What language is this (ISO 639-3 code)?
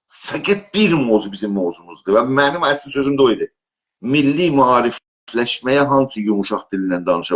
azb